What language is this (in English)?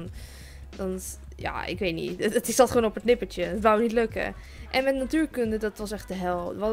Dutch